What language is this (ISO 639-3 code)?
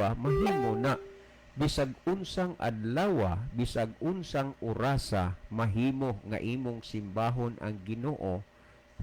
ceb